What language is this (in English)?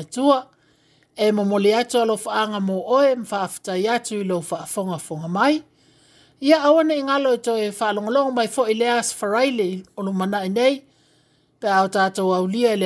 Samoan